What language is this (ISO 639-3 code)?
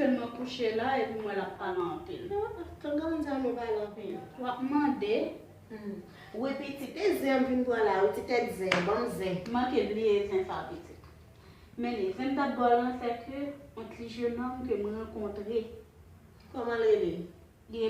hat